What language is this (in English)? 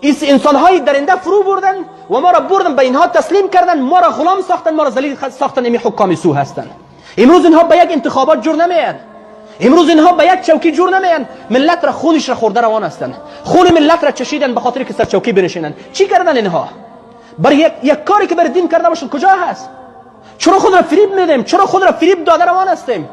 Persian